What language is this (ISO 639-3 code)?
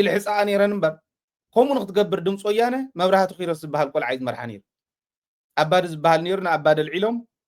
tir